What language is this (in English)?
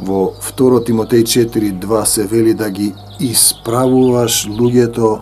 Macedonian